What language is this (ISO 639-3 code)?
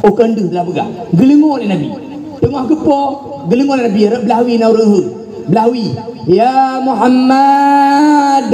ace